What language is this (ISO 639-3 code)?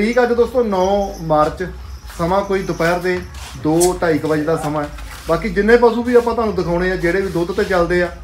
pan